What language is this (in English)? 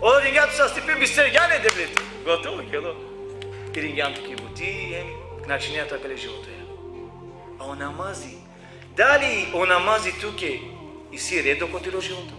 Balkan Romani